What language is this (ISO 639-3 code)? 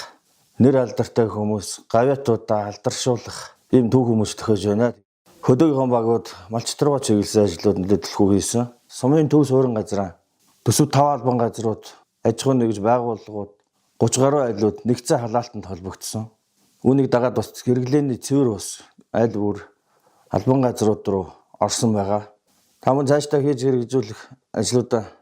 mon